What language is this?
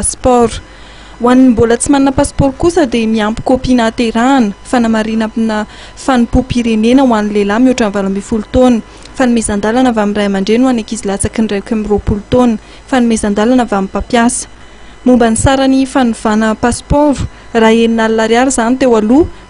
Malagasy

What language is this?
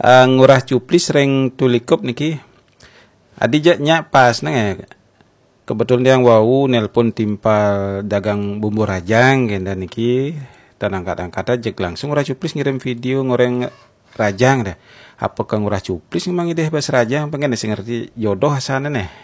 Balinese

